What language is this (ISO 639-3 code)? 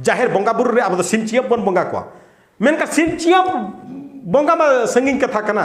sat